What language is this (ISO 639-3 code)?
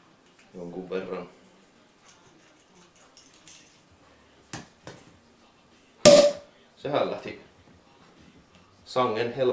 fin